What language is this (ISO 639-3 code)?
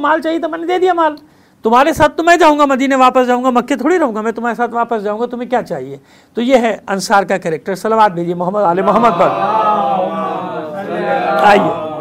hin